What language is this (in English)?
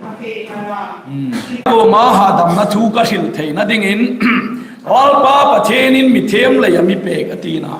Hmar